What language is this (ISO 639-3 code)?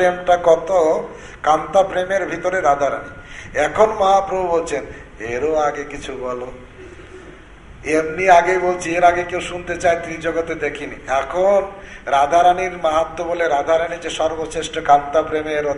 ben